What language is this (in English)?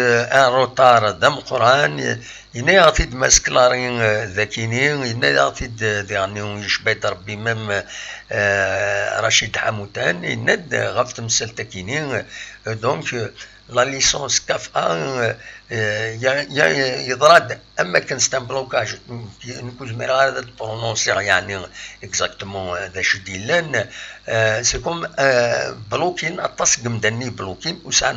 Kabyle